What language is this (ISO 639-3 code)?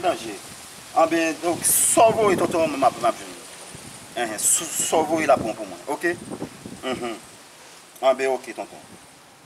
hat